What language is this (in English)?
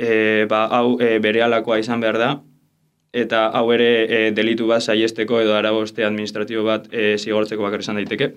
Basque